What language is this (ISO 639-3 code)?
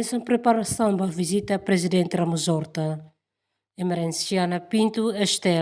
tet